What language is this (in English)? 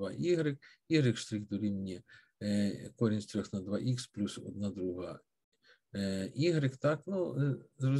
Ukrainian